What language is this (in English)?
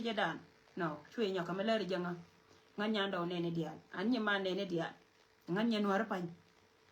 Nuer